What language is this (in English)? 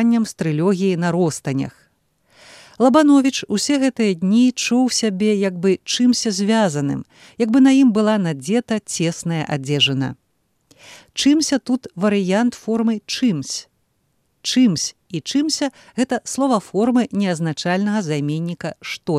Belarusian